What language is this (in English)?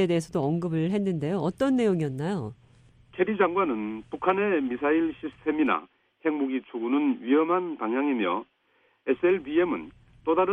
Korean